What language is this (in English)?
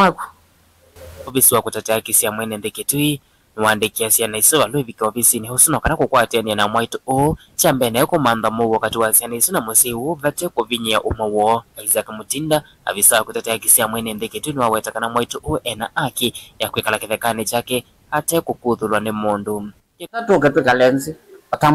Kamba